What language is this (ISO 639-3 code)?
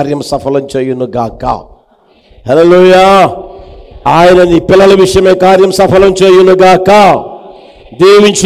tel